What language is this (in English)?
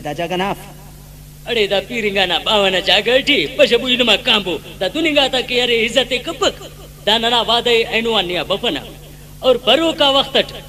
Brahui